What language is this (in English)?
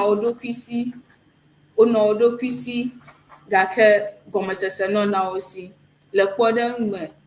Ewe